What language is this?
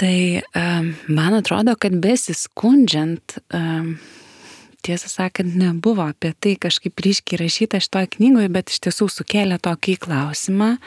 Lithuanian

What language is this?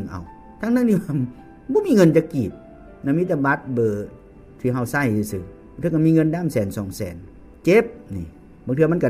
Lao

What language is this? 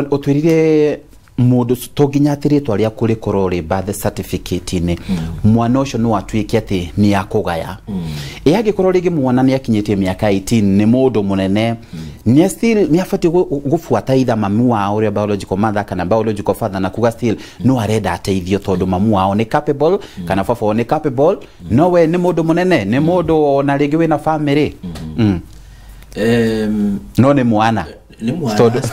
Kikuyu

